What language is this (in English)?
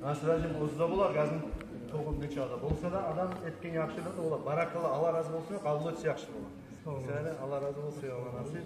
Kumyk